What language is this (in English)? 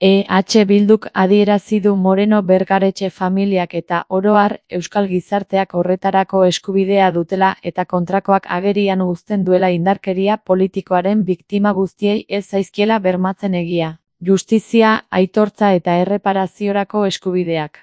Basque